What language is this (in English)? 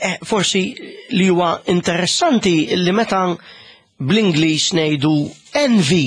Maltese